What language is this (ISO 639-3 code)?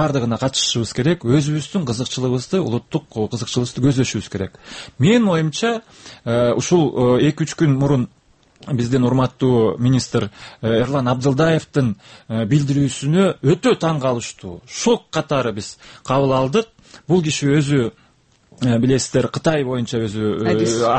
kir